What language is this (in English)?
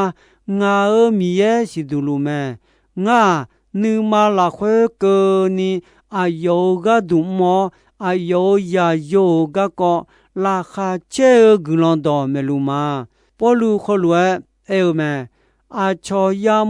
Akha